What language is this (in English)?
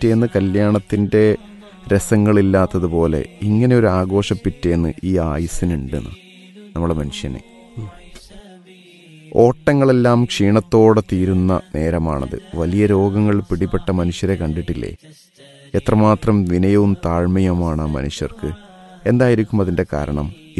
Malayalam